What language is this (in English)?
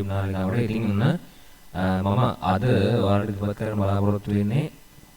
Sinhala